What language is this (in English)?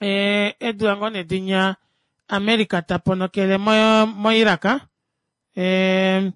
Kuanyama